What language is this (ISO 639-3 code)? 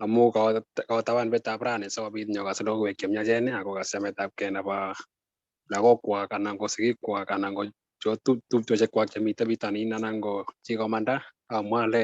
kln